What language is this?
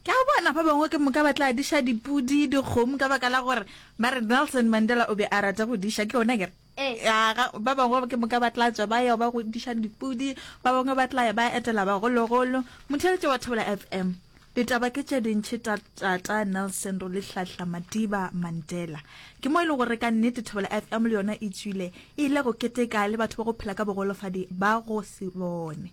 Northern Sotho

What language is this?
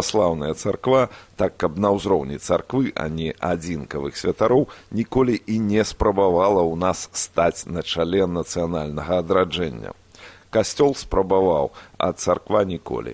Belarusian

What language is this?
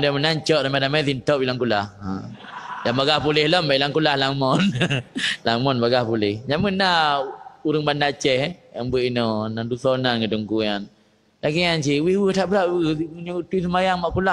Achinese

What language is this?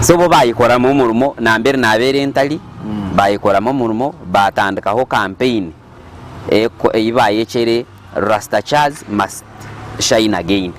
Nyankole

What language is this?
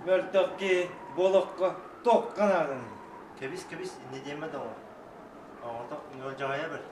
Yakut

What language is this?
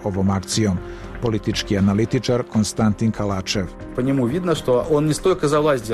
Serbian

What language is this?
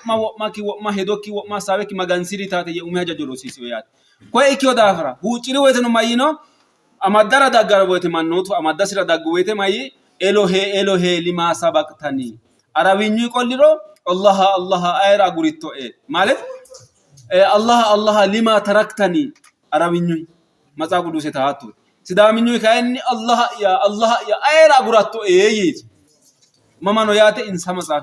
Sidamo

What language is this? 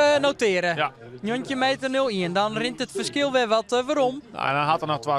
Western Frisian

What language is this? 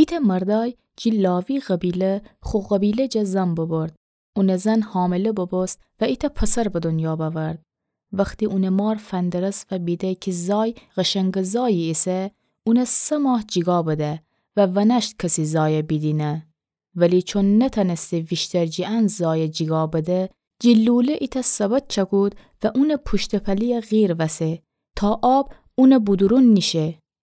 Gilaki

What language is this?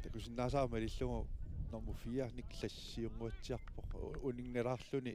Kalaallisut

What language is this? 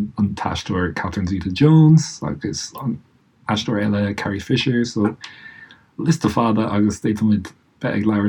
Irish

